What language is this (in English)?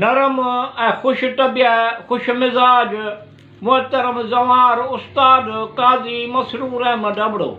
Sindhi